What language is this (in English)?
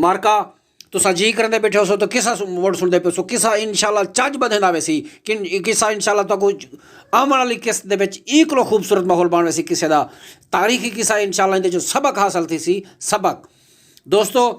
Saraiki